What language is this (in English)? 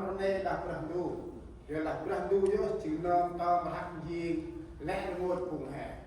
Central Mnong